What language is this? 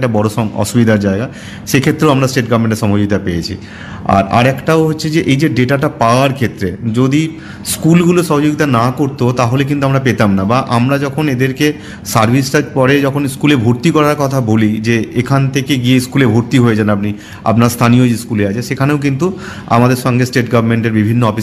Bangla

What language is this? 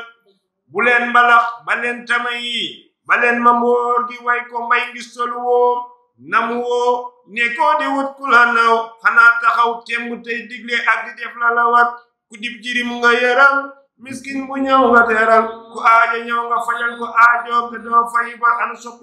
Wolof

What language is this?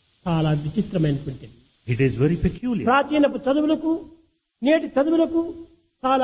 Telugu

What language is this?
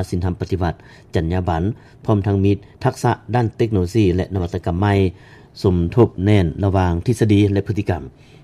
Lao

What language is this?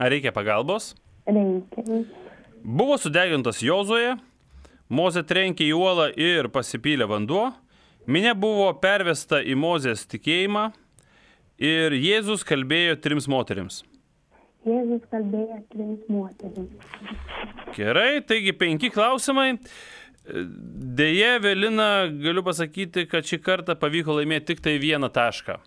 Lithuanian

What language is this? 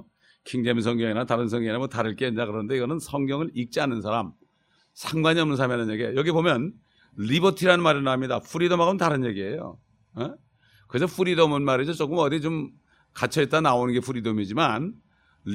Korean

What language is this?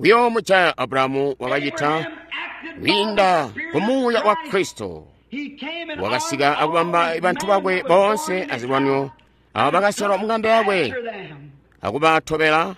Tonga (Zambia)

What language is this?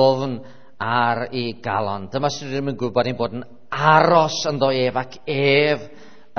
Welsh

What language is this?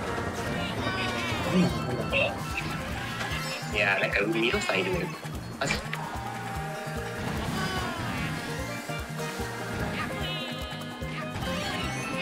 Japanese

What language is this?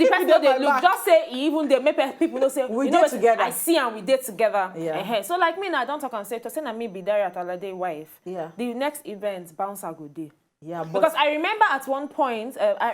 Nigerian Pidgin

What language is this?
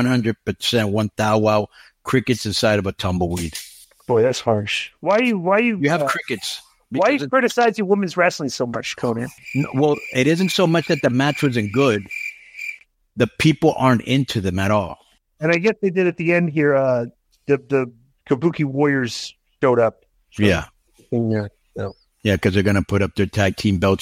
English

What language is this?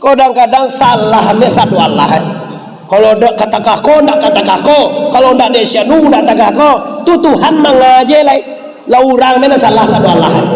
Minangkabau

